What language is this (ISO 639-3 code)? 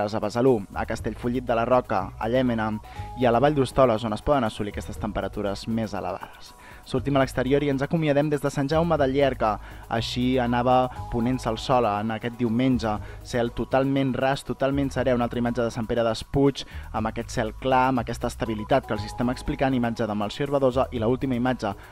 cat